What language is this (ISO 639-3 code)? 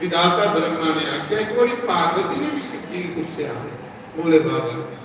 doi